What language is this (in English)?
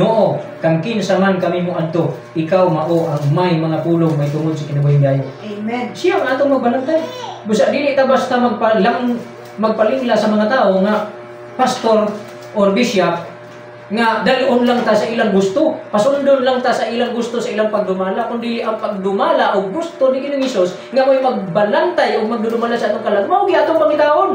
Cebuano